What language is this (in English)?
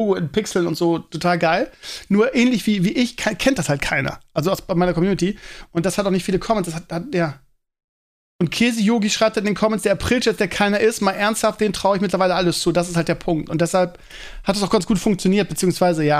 German